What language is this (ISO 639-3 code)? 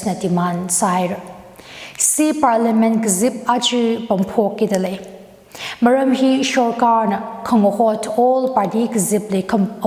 nmf